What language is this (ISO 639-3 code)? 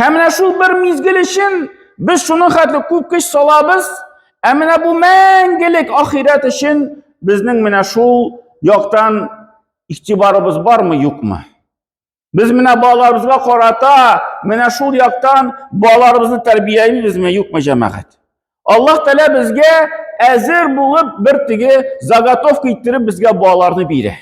tat